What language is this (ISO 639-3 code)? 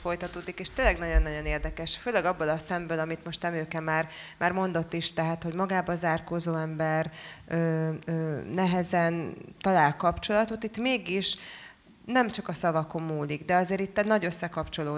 hun